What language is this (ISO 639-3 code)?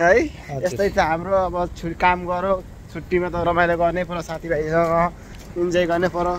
nep